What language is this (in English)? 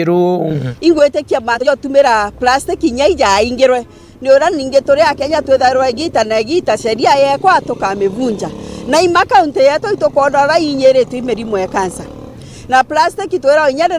Meru